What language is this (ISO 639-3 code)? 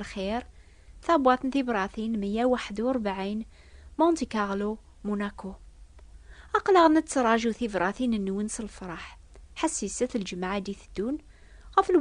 kab